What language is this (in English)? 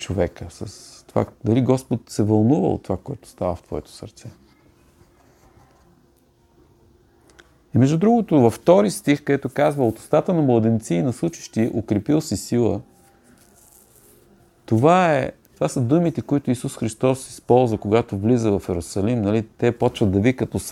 Bulgarian